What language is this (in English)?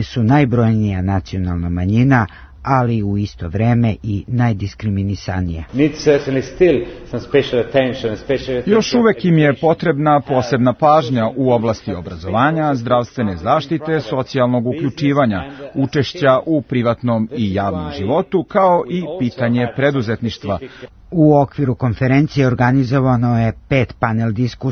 Serbian